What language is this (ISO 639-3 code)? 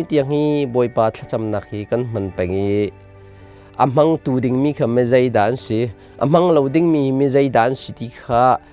cnh